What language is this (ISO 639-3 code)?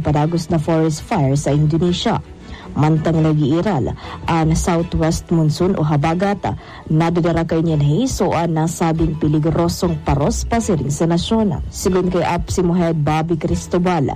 bik